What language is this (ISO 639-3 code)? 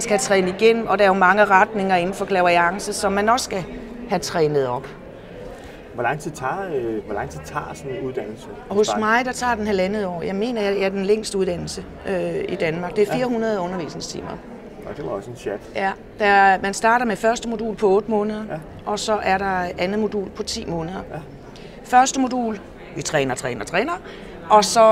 dan